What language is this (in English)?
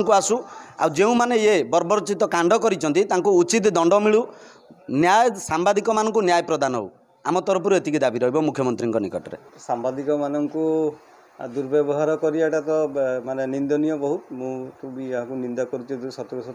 Odia